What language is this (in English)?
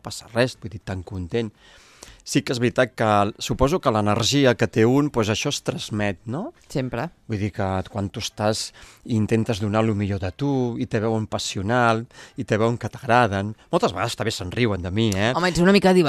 Catalan